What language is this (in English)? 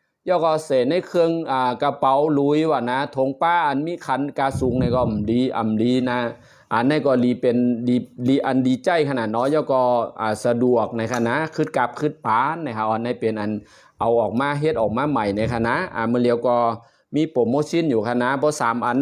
Shan